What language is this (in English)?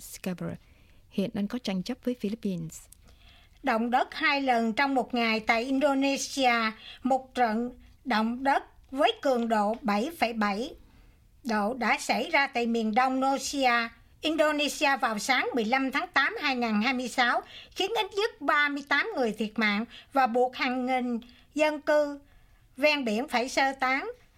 Vietnamese